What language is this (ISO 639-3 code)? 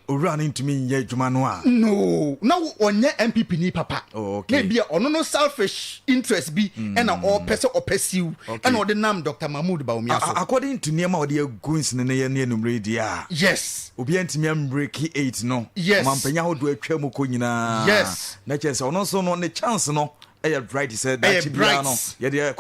aka